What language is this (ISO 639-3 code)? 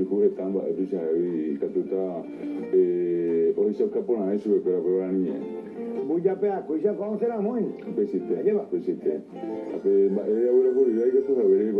grn